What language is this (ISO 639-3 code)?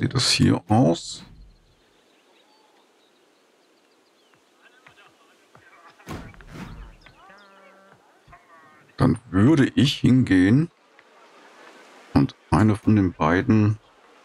deu